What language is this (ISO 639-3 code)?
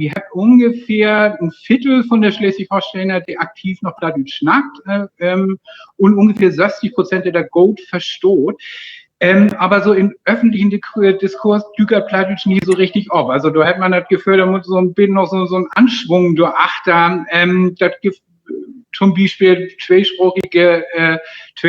nds